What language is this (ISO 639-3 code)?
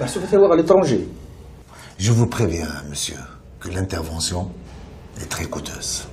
kab